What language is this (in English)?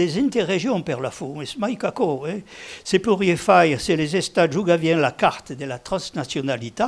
Occitan